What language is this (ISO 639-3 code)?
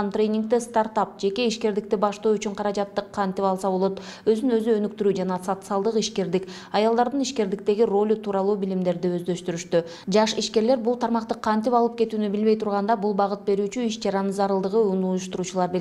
kir